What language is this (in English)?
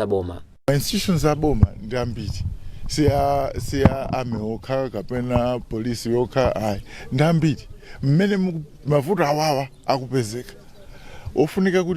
Nyanja